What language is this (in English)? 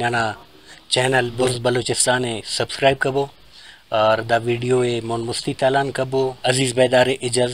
Brahui